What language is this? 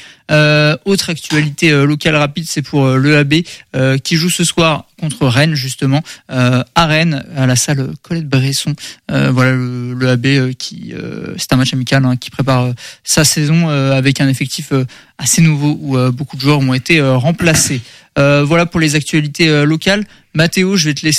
French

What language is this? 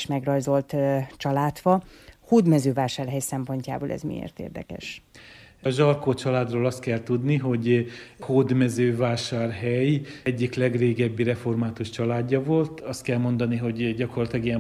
Hungarian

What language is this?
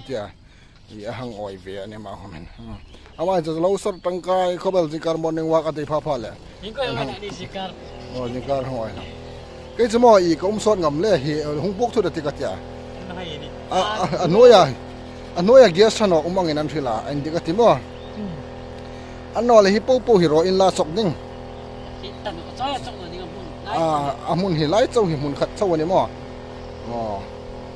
Hmar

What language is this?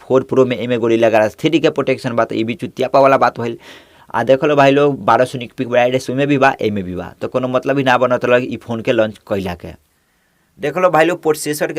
Bhojpuri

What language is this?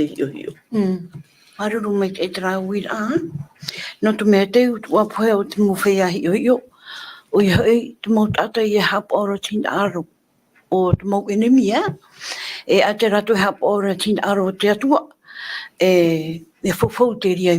Tahitian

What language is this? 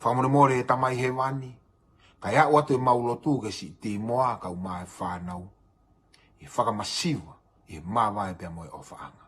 Tongan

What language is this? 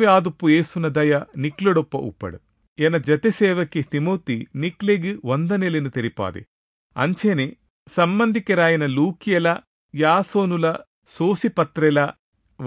Tulu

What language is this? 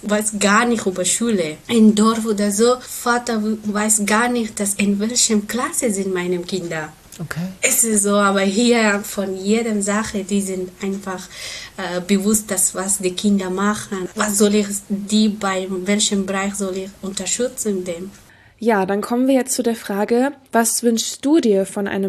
German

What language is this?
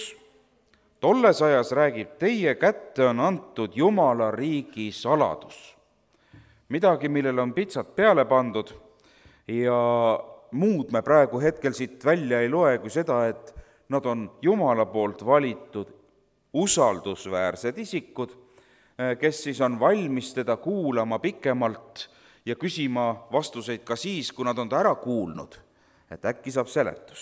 Estonian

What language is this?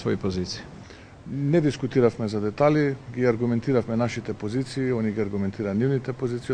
Macedonian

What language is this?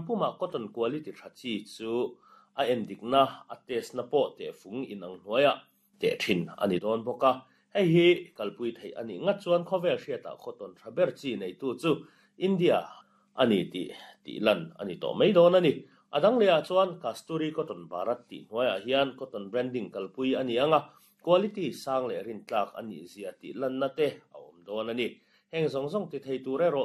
Mizo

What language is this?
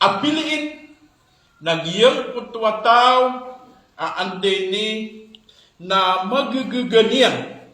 Maranao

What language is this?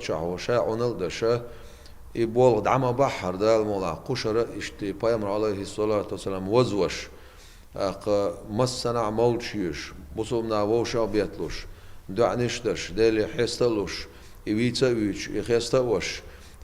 Chechen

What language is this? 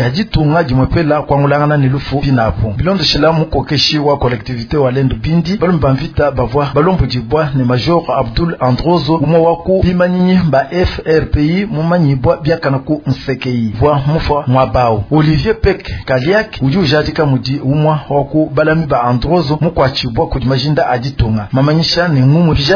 Luba-Lulua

